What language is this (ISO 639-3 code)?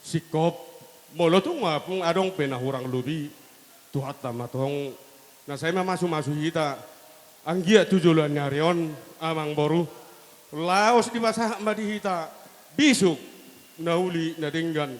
bbc